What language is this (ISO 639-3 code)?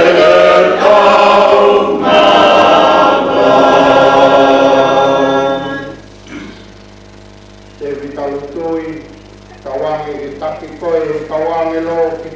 ton